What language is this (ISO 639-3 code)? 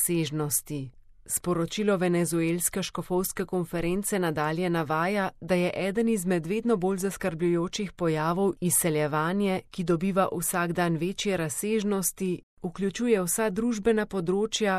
slv